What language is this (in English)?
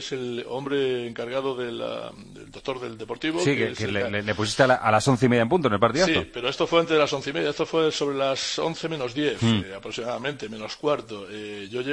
Spanish